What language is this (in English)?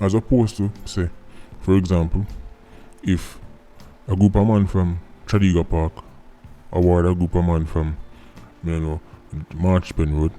Jamaican Creole English